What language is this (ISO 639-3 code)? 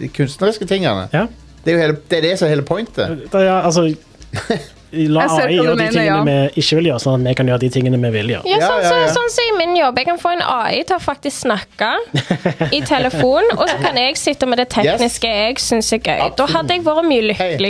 nor